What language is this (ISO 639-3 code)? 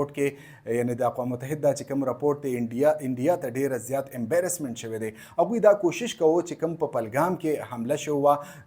pus